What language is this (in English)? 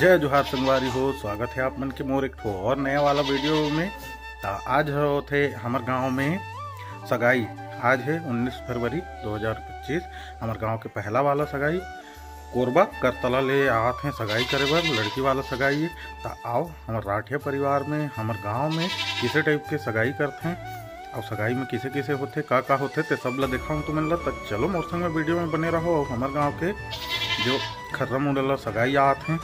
Chhattisgarhi